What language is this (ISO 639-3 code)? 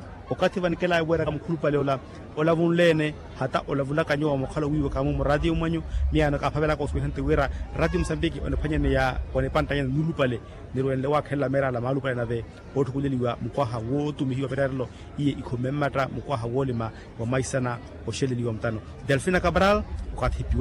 vmw